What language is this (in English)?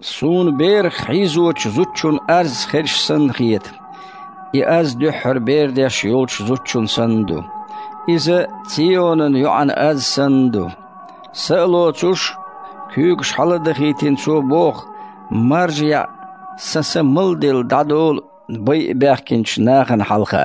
Chechen